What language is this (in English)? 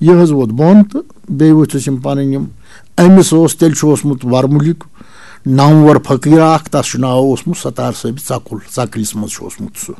Kashmiri